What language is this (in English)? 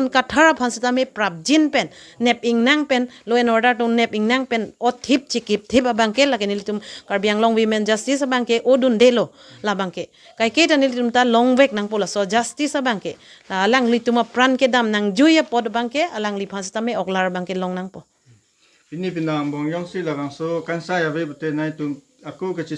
Karbi